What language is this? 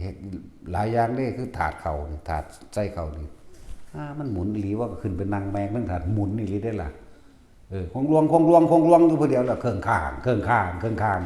Northeastern Thai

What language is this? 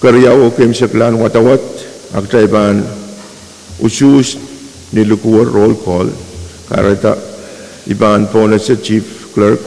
Pohnpeian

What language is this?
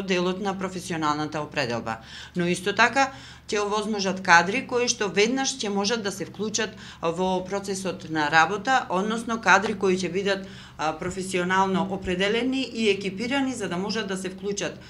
Macedonian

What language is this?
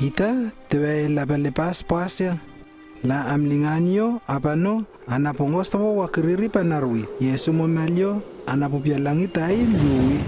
Lewo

